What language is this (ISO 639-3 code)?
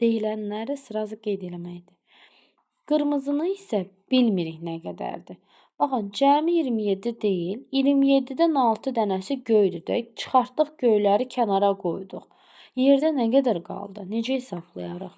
aze